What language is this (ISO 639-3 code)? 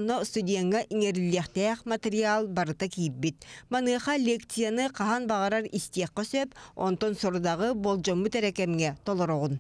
sah